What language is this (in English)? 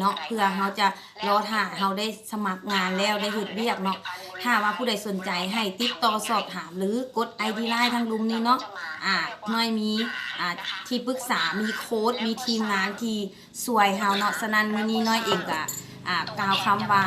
Lao